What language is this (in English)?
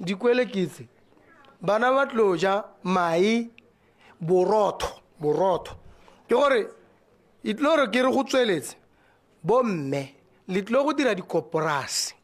Tswana